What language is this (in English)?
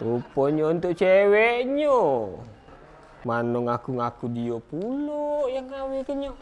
Musi